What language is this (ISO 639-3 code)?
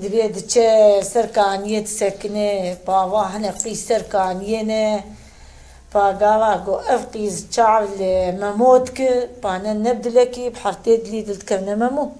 kur